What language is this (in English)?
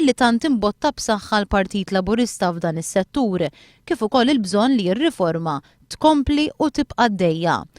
Maltese